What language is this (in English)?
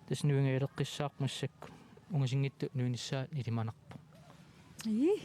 Kalaallisut